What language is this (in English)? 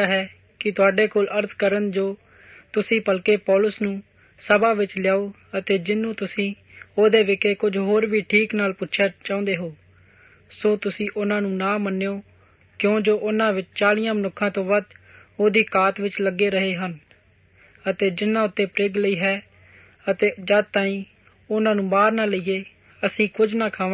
Punjabi